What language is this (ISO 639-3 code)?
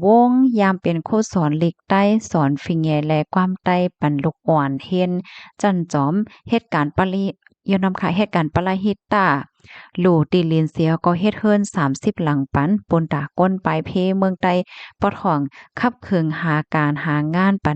shn